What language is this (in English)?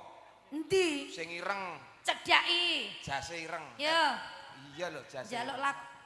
Javanese